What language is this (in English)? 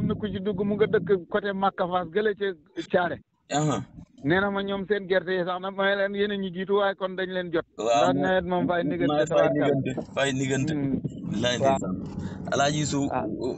Wolof